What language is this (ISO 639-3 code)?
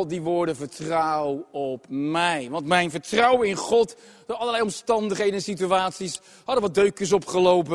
nld